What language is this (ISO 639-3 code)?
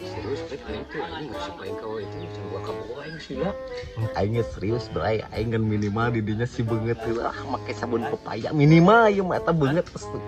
sun